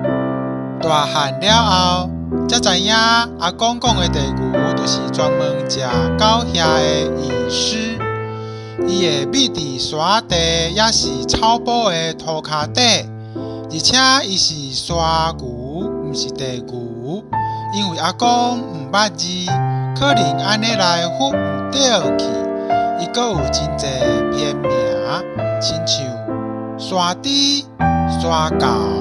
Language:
Min Nan Chinese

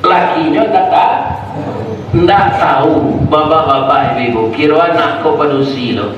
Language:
Minangkabau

